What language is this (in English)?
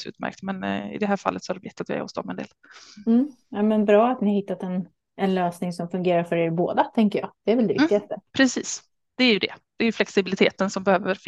Swedish